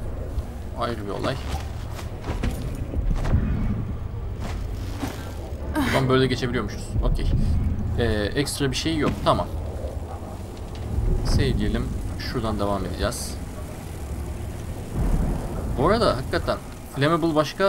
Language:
Turkish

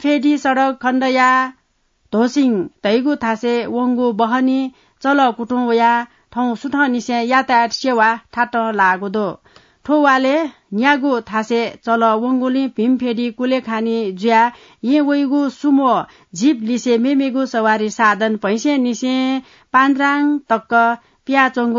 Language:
Newari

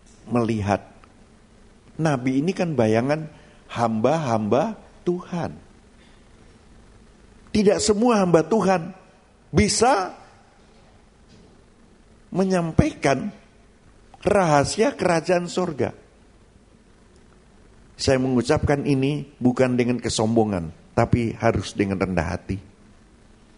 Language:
Indonesian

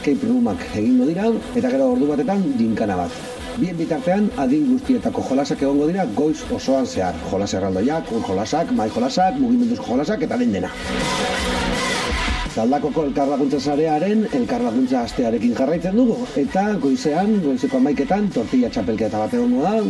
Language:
Basque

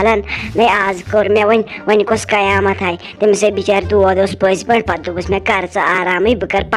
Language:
Kashmiri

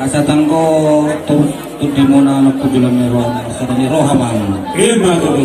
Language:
Batak Toba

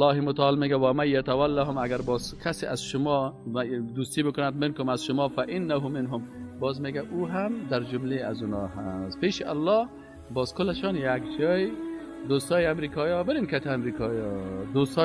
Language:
Persian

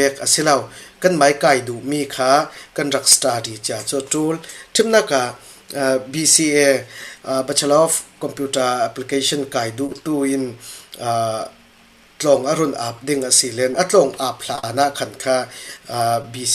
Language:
Falam Chin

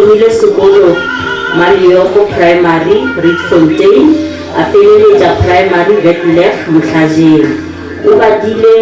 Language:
Northern Sotho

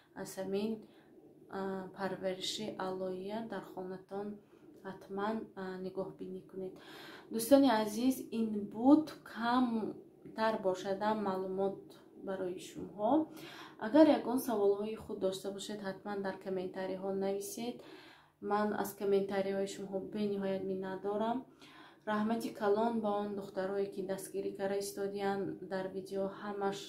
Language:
Tajik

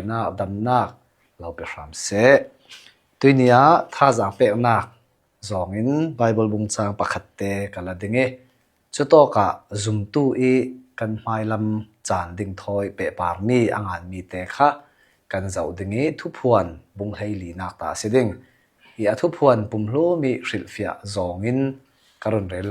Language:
Hakha Chin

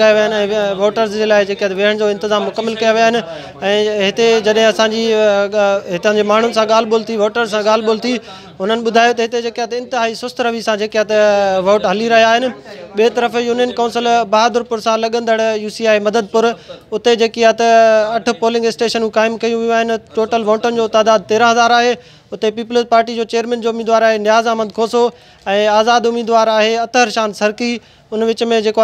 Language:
Sindhi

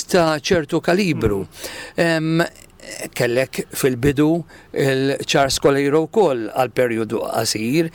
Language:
Maltese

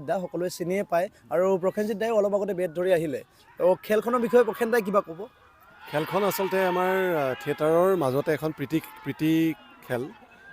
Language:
Assamese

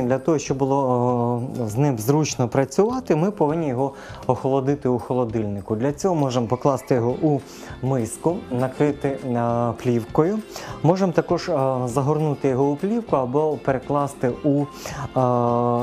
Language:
Ukrainian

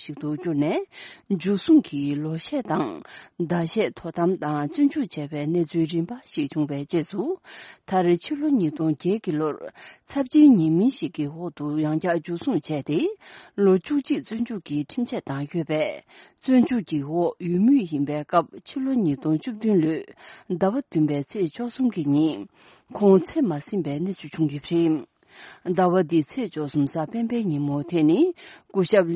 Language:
Tibetan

